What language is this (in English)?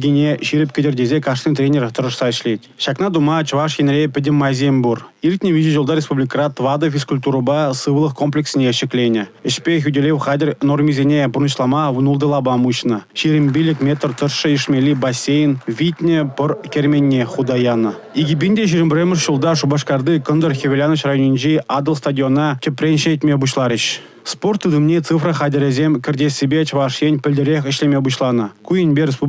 Chuvash